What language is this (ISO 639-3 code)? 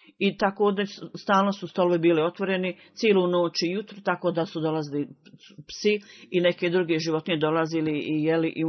bos